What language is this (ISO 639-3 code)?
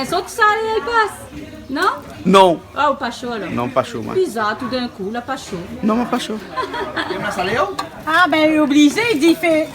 rcf